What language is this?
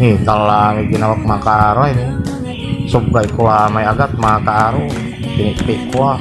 Pangasinan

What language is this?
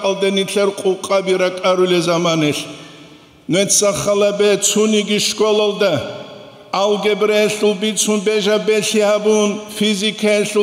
Avaric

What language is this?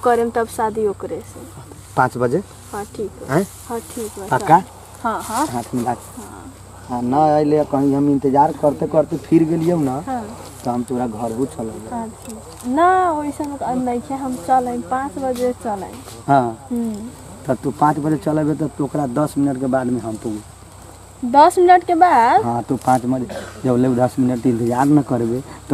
Bhojpuri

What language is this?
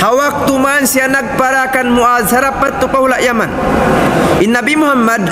Tausug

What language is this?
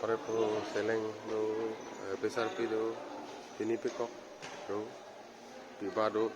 Karbi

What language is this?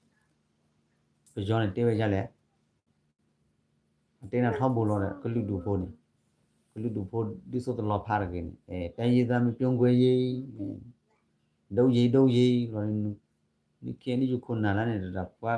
S'gaw Karen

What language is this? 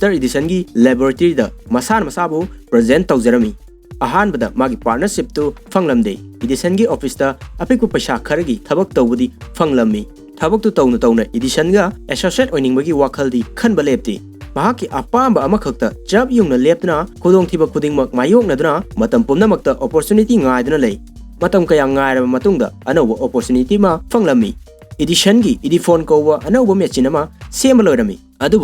Manipuri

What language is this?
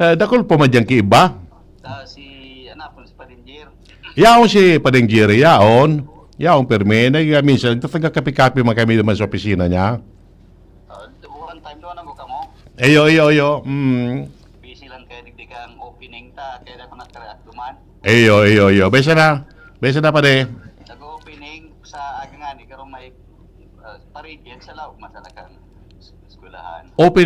Bikol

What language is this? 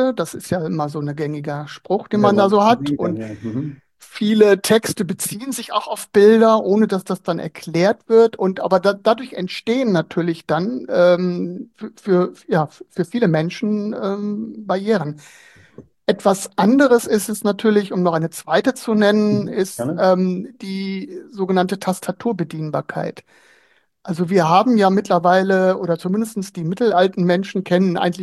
German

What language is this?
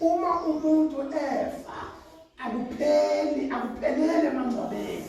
Zulu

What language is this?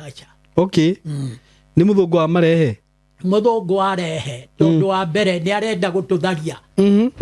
Kikuyu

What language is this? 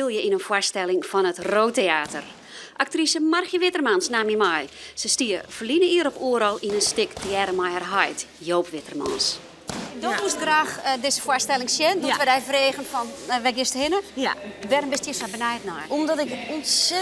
Western Frisian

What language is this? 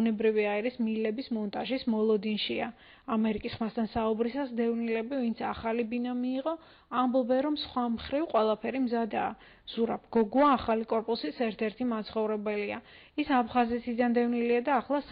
Georgian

